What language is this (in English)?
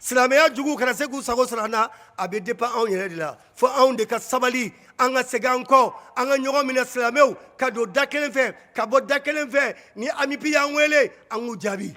Bambara